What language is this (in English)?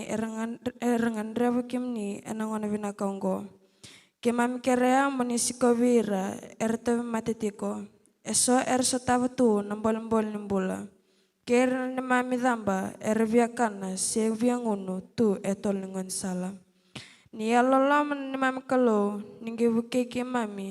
Fijian